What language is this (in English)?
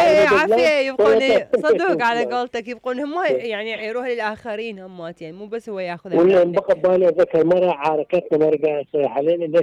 Mesopotamian Arabic